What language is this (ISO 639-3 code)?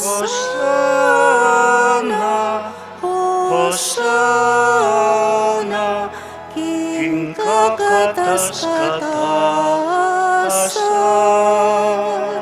pam